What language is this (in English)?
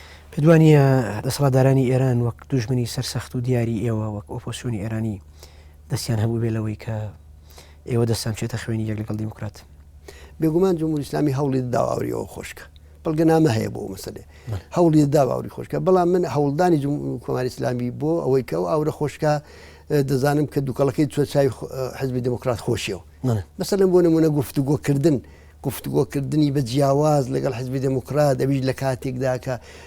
Central Kurdish